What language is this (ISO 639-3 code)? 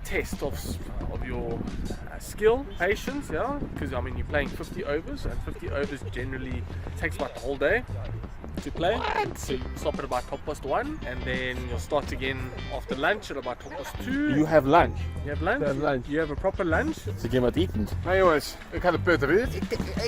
fry